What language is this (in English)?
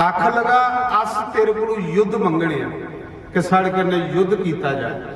Dogri